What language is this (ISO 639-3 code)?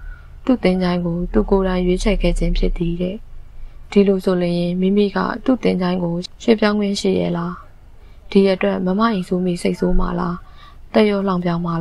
mya